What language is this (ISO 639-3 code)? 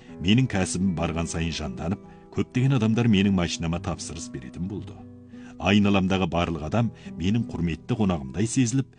kaz